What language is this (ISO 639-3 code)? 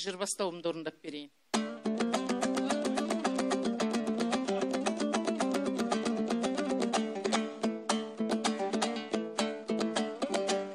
kaz